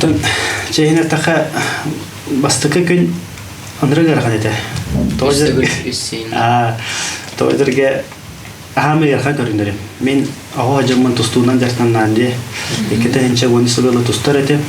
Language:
Yakut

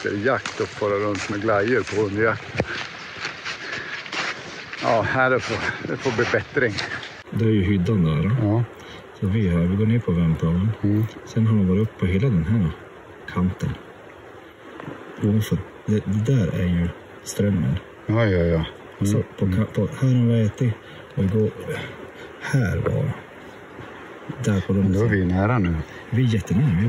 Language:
Swedish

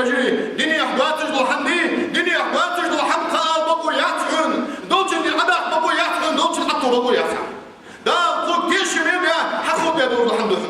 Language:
Ingush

